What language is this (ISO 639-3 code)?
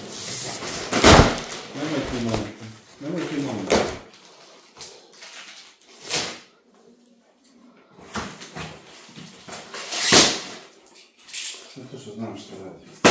hrv